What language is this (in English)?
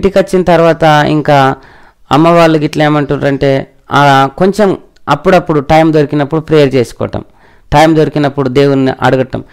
Telugu